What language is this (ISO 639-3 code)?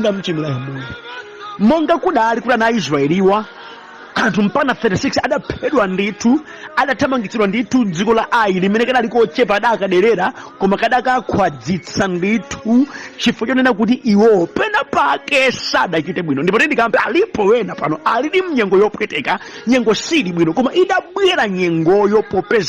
nya